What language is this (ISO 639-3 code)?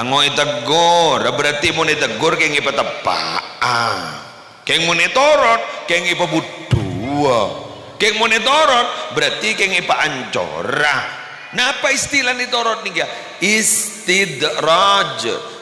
mad